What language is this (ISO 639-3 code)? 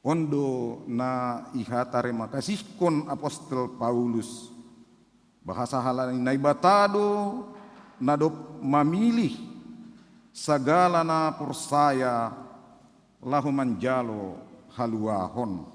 bts